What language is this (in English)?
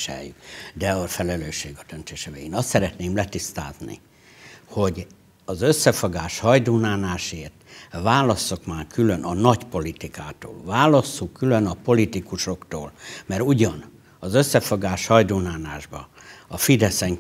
Hungarian